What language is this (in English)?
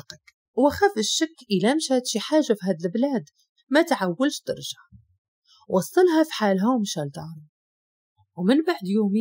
Moroccan Arabic